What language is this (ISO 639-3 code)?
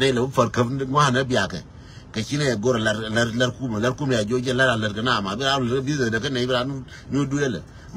nus